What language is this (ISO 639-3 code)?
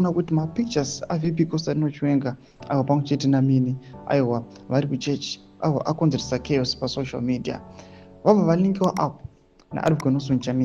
sna